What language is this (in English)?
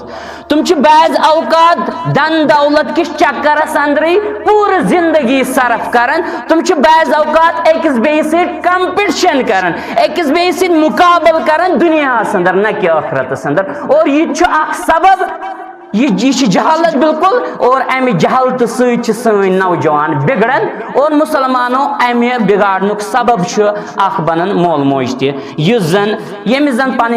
Kashmiri